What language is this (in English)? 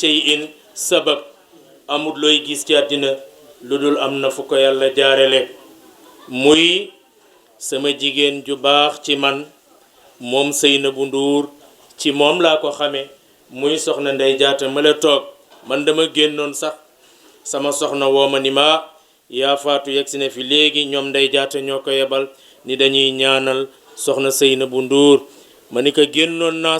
Wolof